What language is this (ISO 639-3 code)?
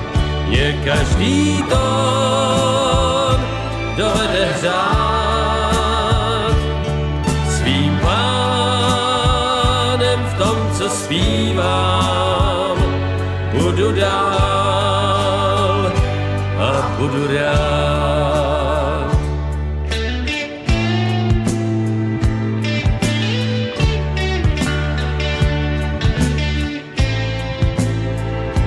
ces